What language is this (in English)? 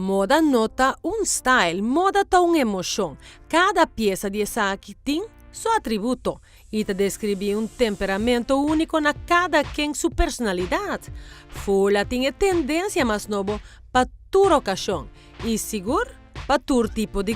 Papiamento